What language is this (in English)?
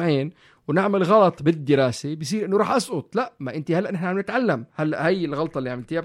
North Levantine Arabic